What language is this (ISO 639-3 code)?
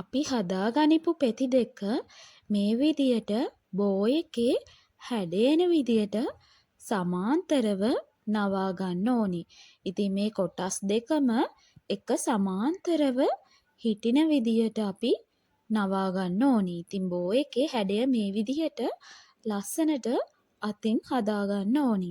sin